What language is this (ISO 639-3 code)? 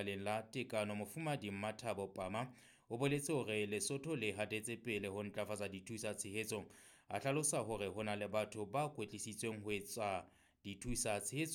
sot